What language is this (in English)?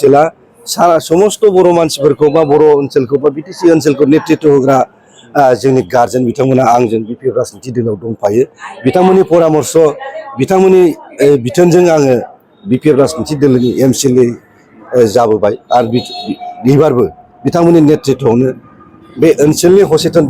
Bodo